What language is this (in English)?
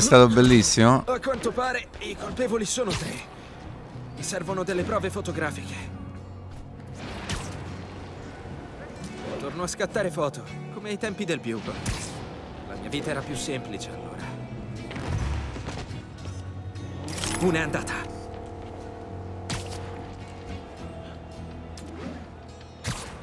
Italian